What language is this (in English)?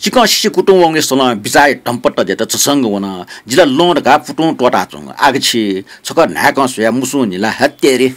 Newari